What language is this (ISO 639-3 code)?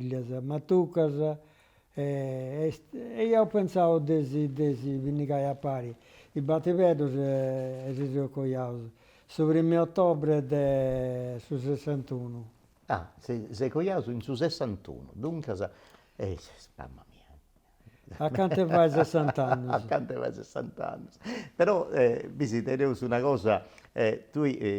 srd